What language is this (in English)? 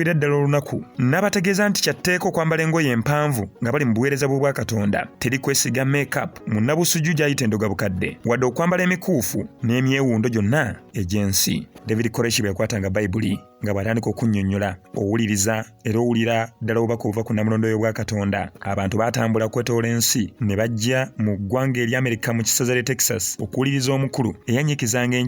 Ganda